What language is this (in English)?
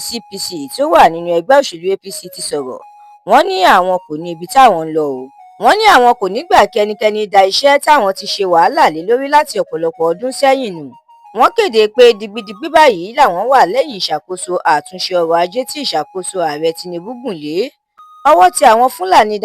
Yoruba